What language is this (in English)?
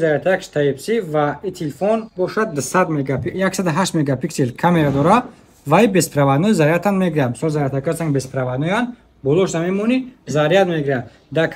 Tajik